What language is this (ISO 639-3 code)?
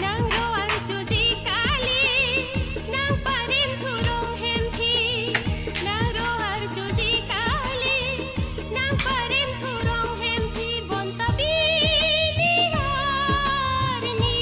mjw